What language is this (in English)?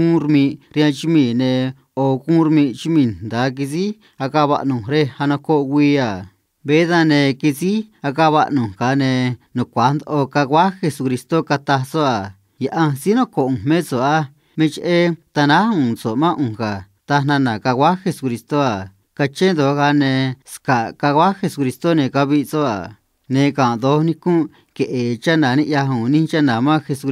Copala Triqui